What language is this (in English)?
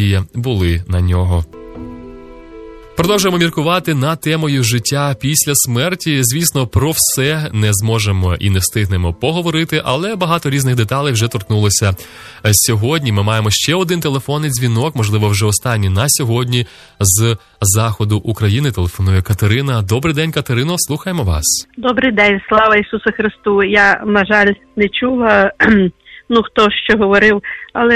Ukrainian